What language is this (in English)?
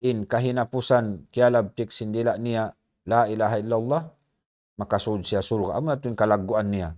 Tausug